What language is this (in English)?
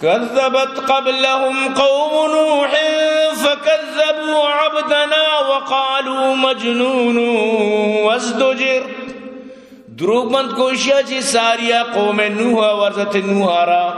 Eastern Balochi